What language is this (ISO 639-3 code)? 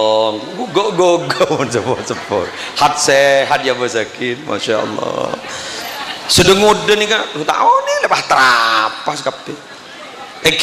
mad